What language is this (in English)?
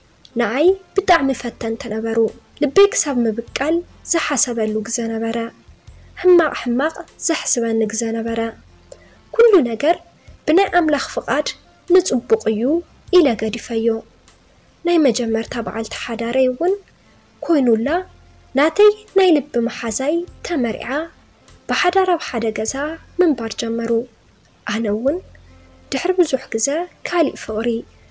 Tigrinya